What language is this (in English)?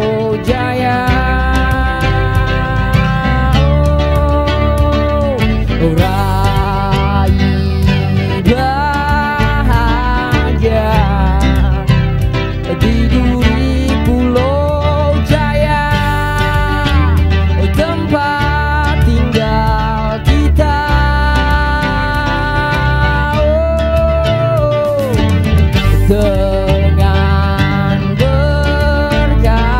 Indonesian